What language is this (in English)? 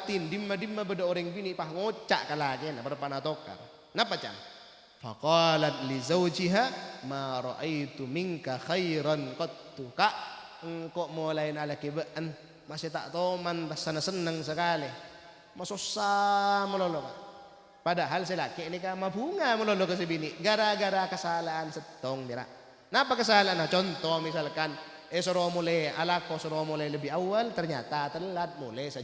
Madurese